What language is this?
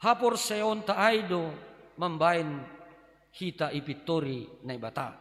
Batak Simalungun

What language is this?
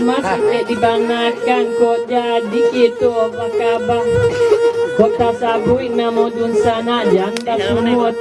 Minangkabau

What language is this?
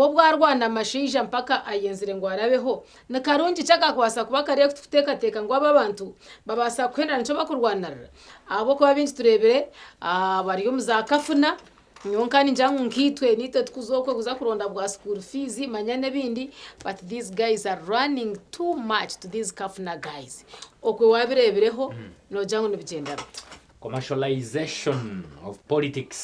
Nyankole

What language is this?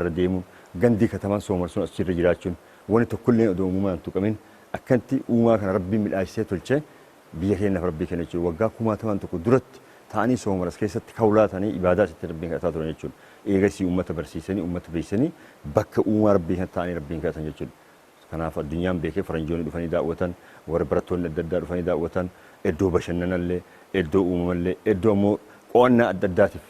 Oromo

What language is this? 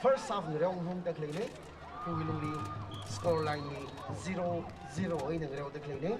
Tangkhul Naga (India)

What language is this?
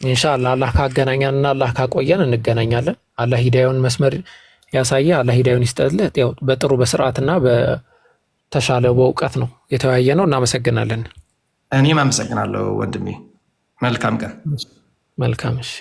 Amharic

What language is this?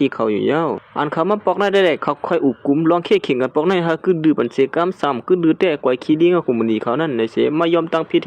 Shan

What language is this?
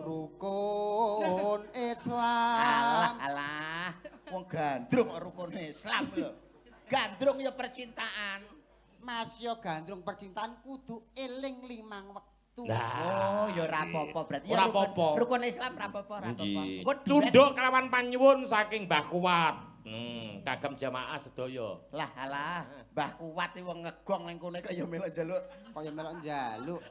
Javanese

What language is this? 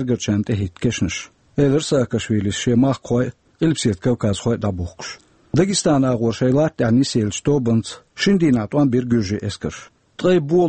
Chechen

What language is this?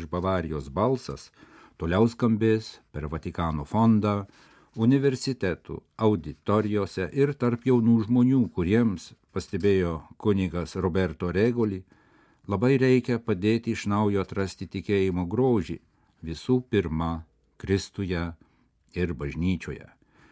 Lithuanian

